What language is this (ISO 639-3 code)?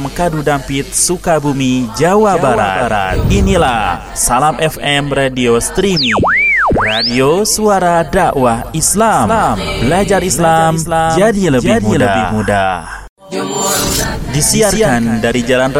ind